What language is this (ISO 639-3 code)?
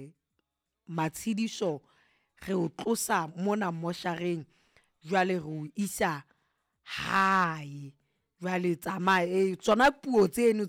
sot